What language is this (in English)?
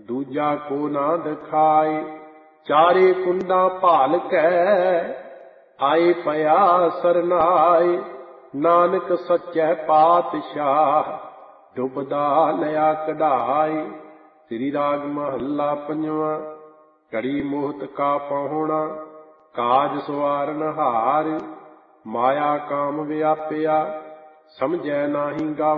Punjabi